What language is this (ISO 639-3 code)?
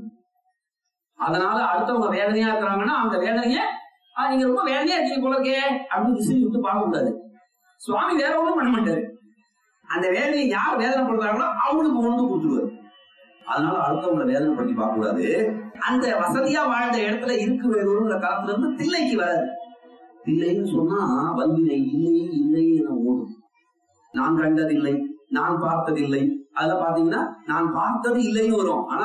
tam